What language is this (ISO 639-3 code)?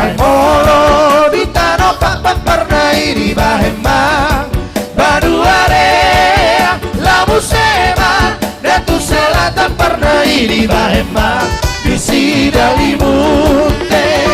bbc